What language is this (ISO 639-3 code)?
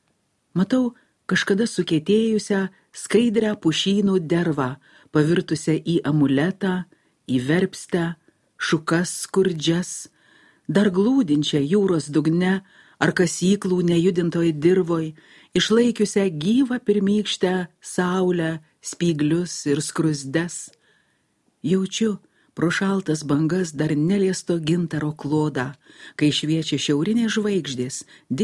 lit